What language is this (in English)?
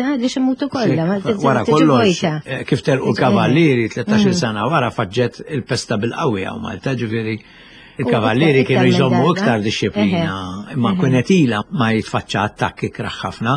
Maltese